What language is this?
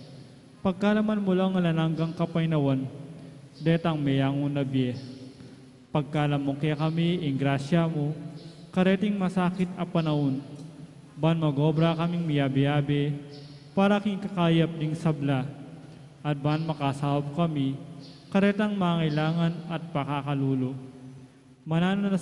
Pampanga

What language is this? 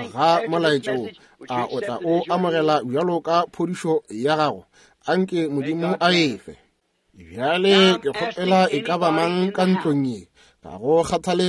Northern Sotho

